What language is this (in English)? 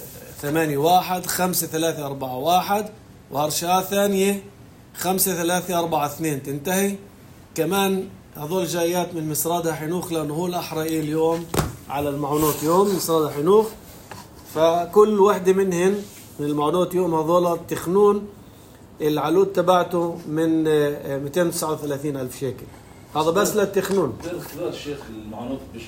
North Levantine Arabic